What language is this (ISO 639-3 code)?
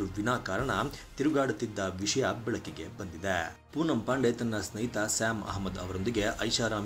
kan